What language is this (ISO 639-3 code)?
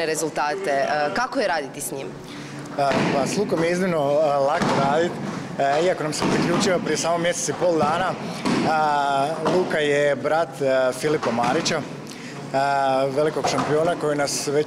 hrv